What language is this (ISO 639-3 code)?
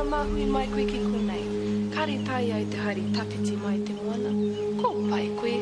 mri